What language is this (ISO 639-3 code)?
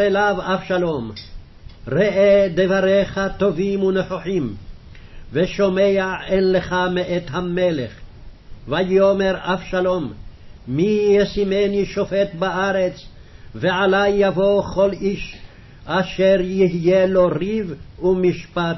heb